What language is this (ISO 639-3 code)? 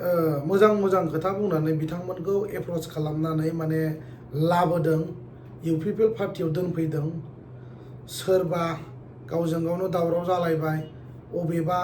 brx